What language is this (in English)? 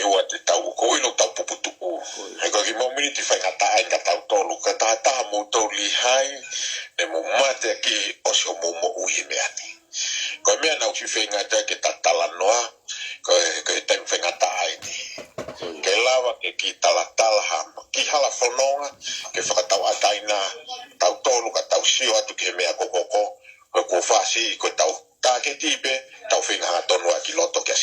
Tongan